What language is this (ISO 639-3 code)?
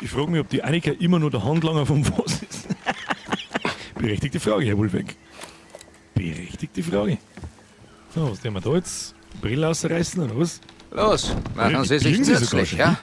bar